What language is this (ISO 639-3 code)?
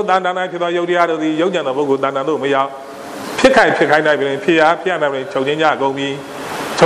mya